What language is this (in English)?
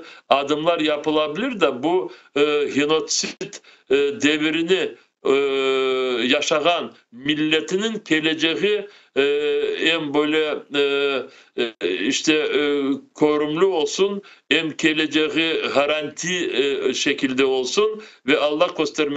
Crimean Tatar